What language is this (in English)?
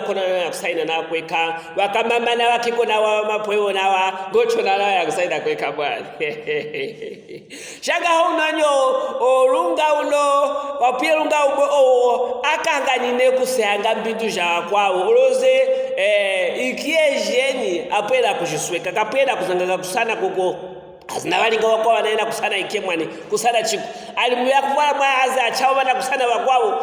Luvale